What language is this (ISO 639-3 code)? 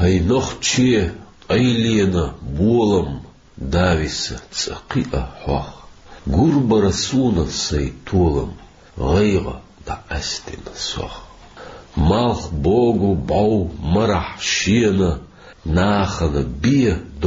che